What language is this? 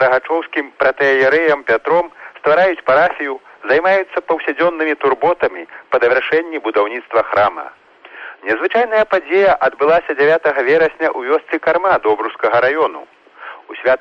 Belarusian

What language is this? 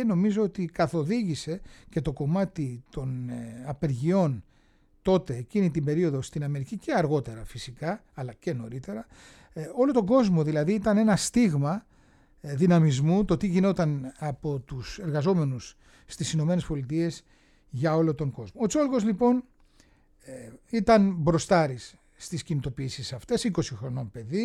Greek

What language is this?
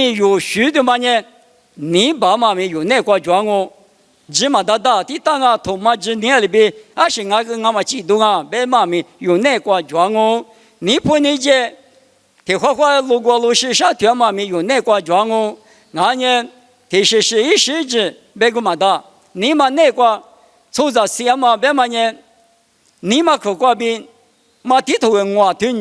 Lisu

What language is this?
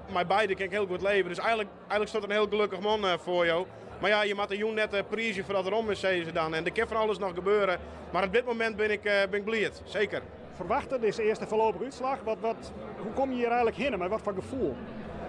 Western Frisian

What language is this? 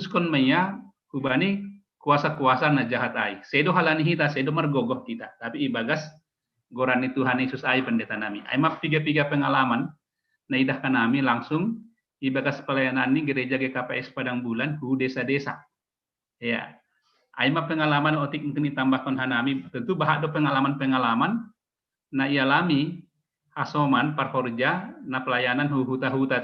Batak Simalungun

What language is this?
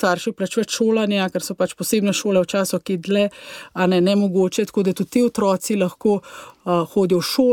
Slovenian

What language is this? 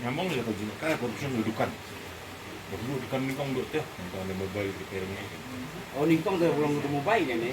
Khasi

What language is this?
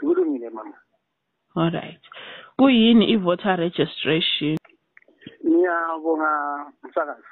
North Ndebele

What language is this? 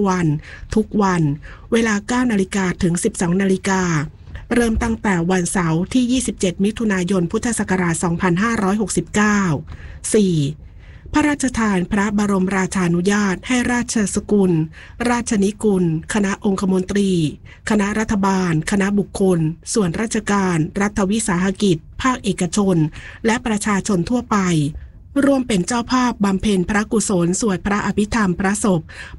Thai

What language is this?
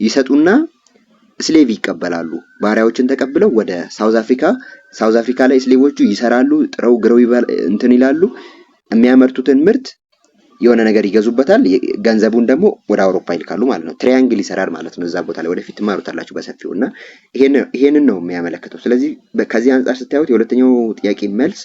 Amharic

